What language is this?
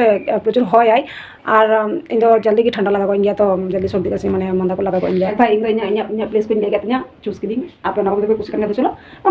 Santali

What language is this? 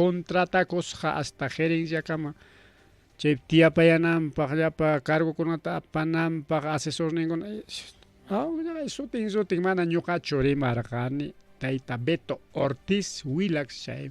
Ayacucho Quechua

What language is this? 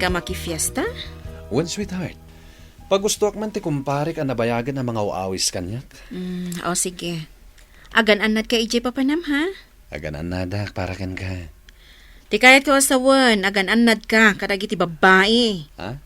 Iloko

